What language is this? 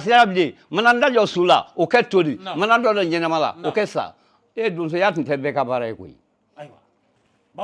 Bambara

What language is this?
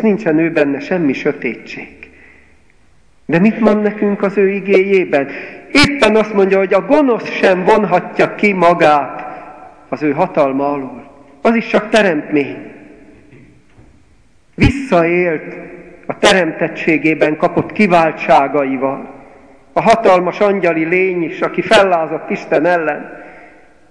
Hungarian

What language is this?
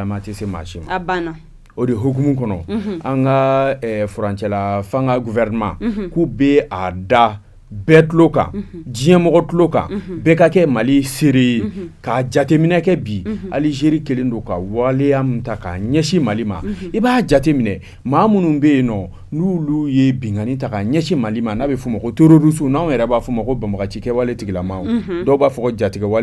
Bambara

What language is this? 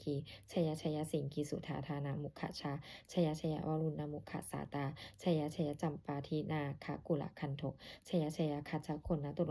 Pali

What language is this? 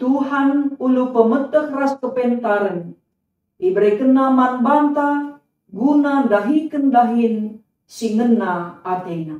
Batak Karo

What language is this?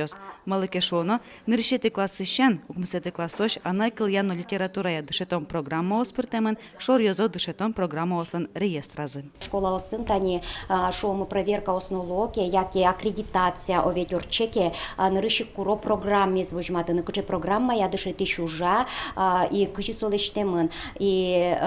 Udmurt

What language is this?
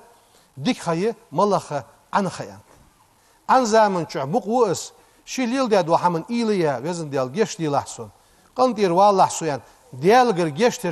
Ingush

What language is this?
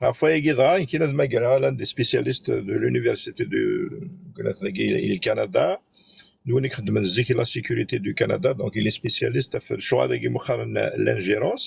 Kabyle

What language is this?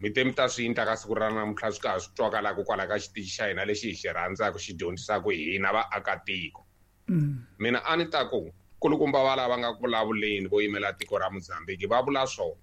Tsonga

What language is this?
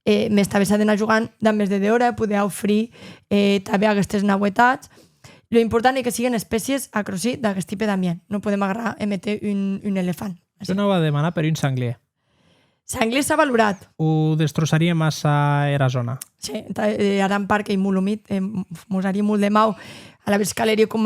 Occitan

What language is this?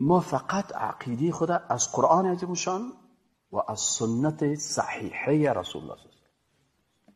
Persian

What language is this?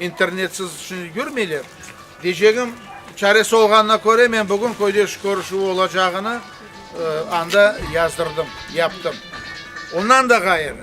Crimean Tatar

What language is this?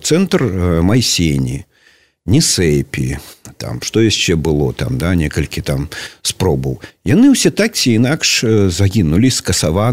Belarusian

